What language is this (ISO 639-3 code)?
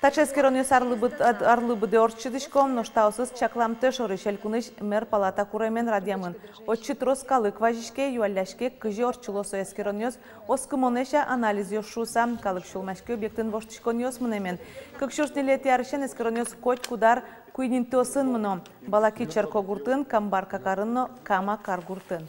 udm